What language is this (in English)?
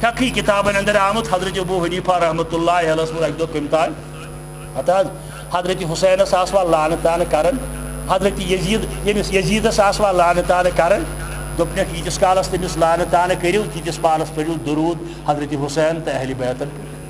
Kashmiri